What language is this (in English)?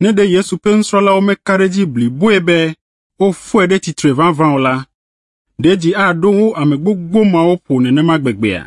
Ewe